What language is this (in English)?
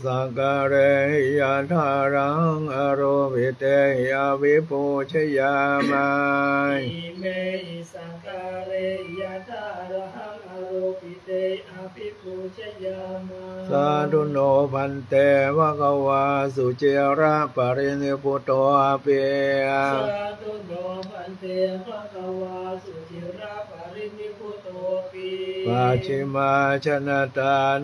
Pali